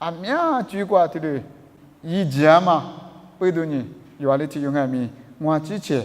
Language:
Lisu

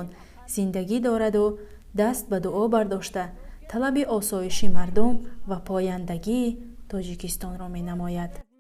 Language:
Tajik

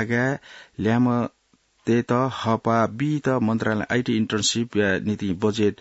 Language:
Newari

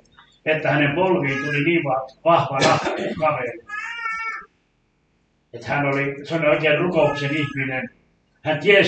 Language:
Finnish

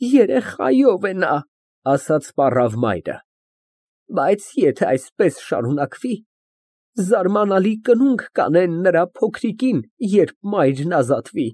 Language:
Armenian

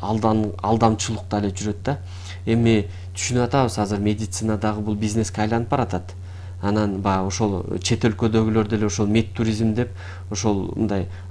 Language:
Kyrgyz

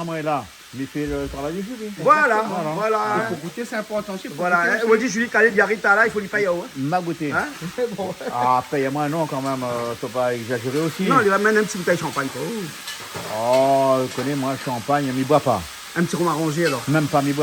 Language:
Réunion Creole French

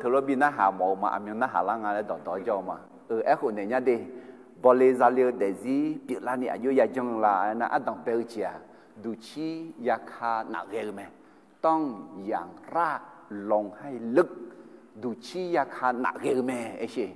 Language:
Akha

